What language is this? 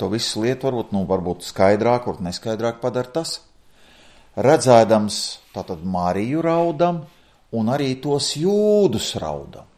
Latvian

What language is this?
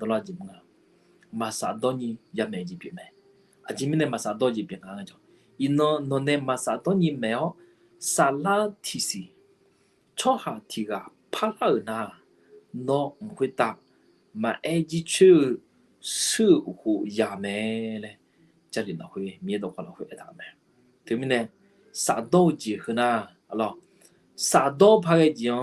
Akha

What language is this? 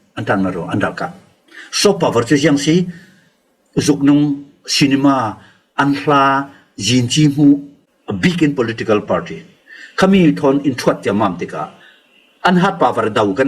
Falam Chin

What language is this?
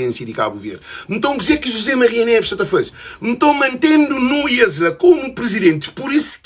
Kabuverdianu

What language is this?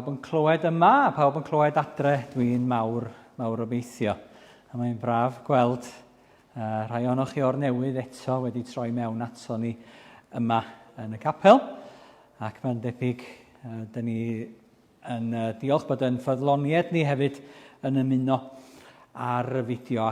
Welsh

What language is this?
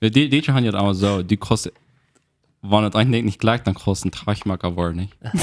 Plautdietsch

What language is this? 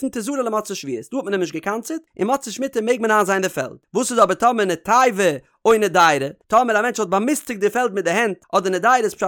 Yiddish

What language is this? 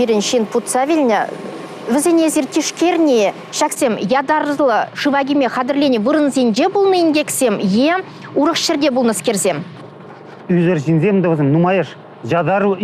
Chuvash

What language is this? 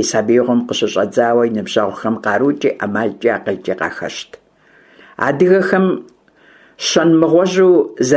Kabardian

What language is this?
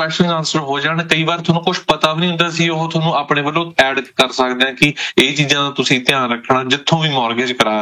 Punjabi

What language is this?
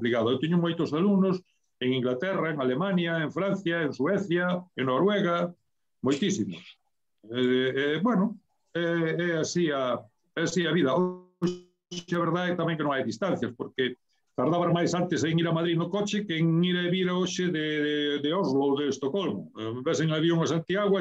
Galician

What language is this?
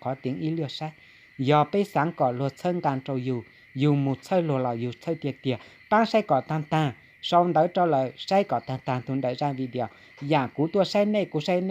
Hmong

